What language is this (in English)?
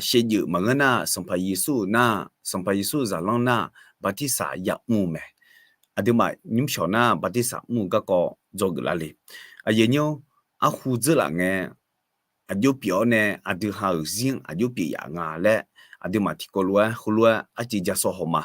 Akha